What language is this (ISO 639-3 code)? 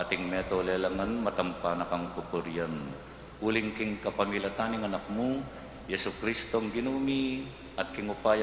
pam